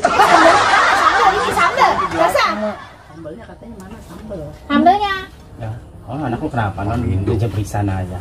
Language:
Betawi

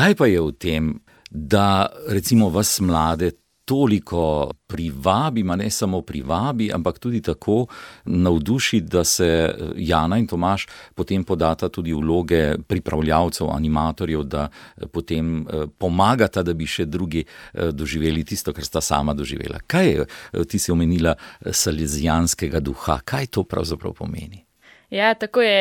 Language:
Slovenian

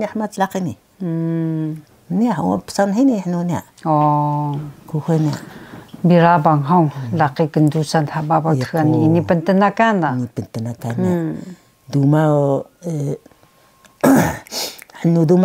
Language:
Taroko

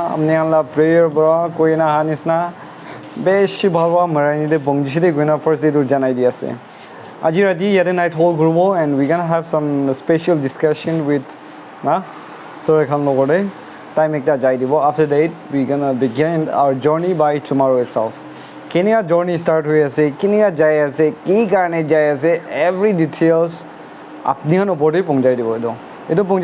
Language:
Naga Pidgin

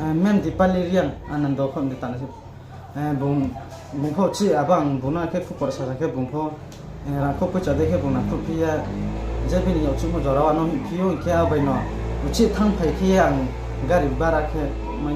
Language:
Riang (India)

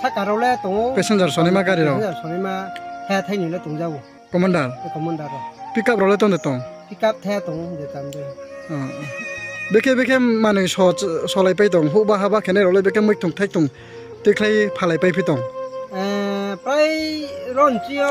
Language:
Riang (India)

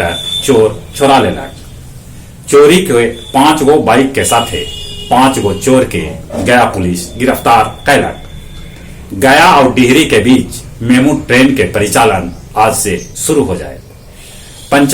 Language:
Magahi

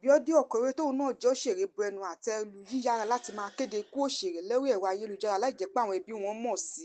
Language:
Yoruba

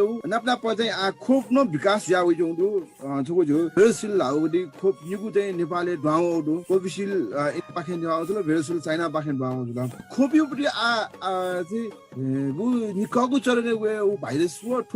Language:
Newari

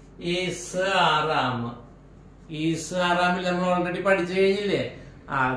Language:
Malayalam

